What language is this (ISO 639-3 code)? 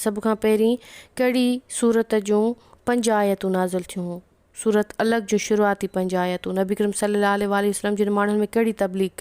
snd